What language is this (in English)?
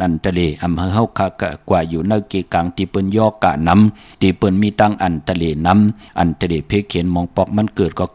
Shan